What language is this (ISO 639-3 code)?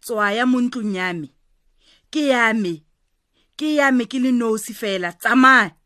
tsn